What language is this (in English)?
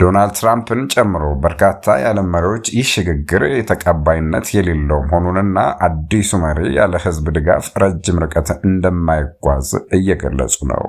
Amharic